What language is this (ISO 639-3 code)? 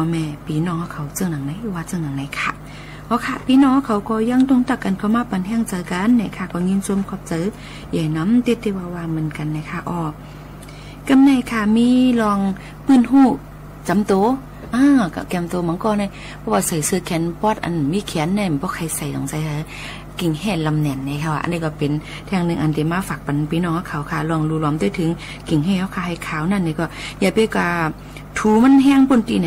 shn